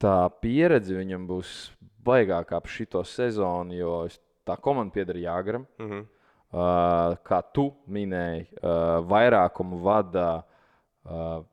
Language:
Latvian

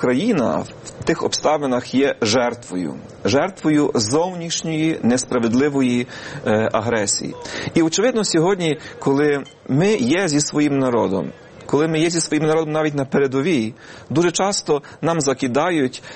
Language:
Ukrainian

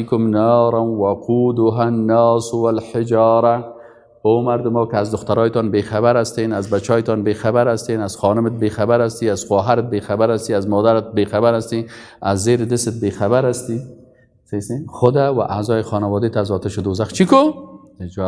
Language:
Persian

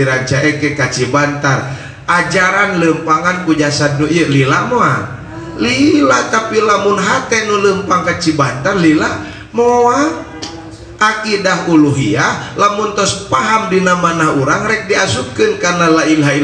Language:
Sundanese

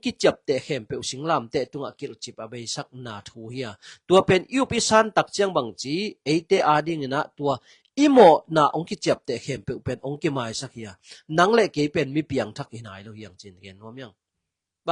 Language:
Tedim Chin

